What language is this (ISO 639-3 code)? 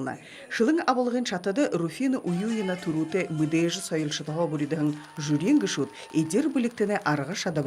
bua